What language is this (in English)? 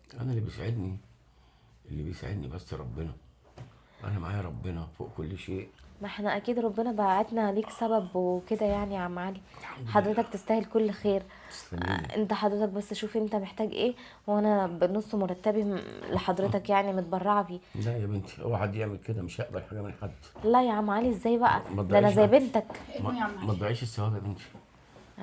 Egyptian Arabic